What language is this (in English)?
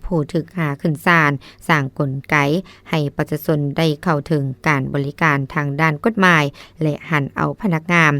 Lao